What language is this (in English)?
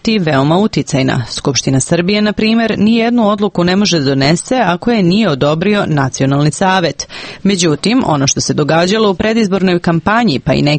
Serbian